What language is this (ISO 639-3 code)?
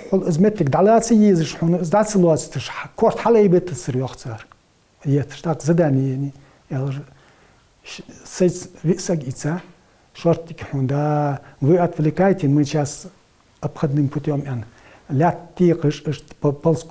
inh